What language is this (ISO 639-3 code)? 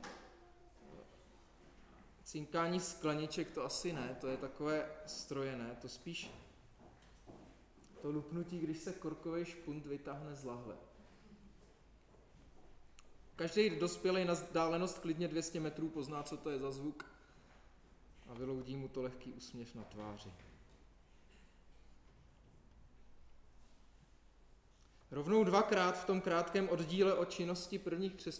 ces